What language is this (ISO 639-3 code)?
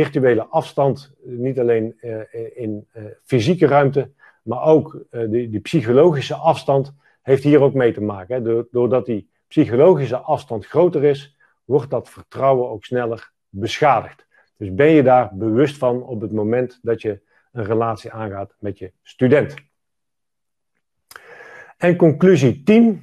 nld